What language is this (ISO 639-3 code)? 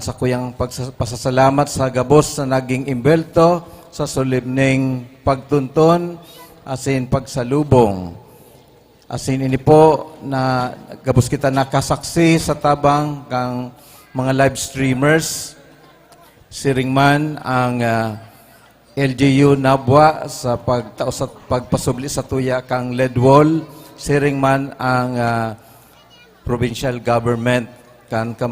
bik